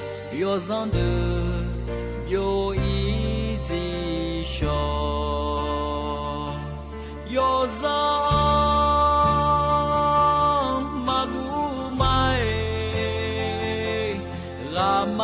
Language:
Akha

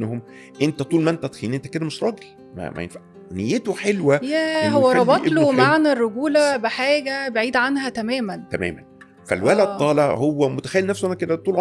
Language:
Egyptian Arabic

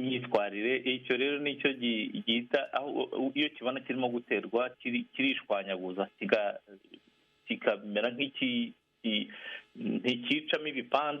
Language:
Kinyarwanda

